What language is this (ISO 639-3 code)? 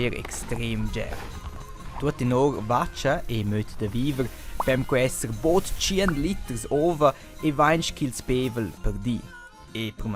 roh